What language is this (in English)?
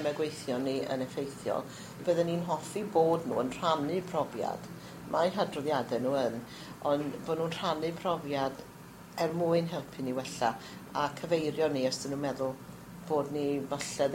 Welsh